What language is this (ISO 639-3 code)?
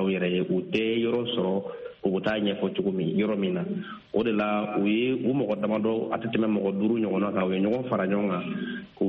bam